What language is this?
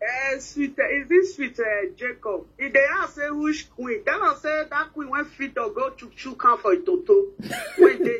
Nigerian Pidgin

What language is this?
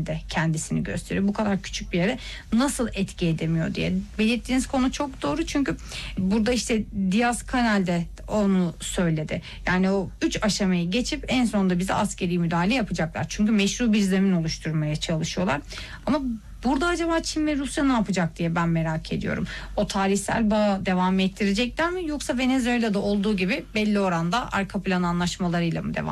Turkish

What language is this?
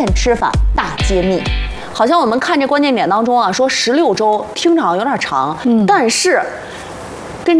Chinese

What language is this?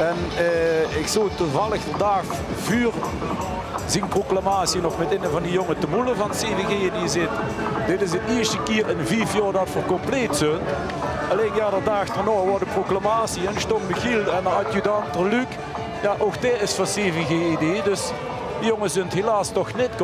Limburgish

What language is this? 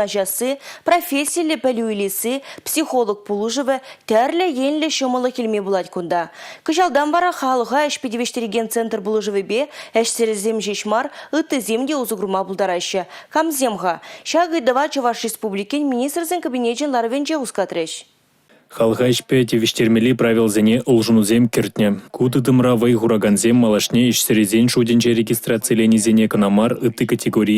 Chuvash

